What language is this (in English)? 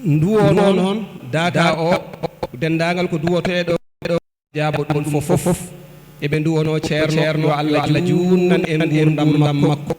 Fula